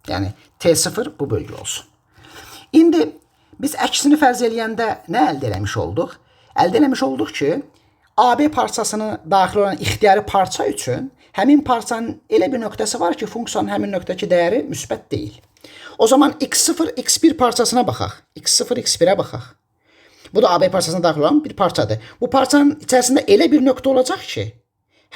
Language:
Azerbaijani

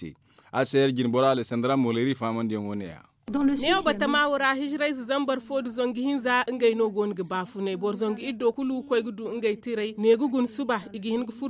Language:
Zarma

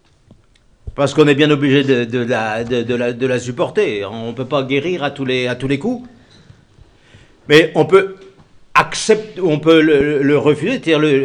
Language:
French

